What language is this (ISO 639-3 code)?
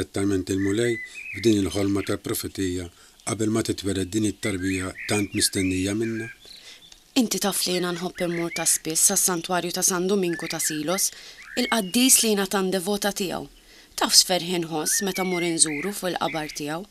mlt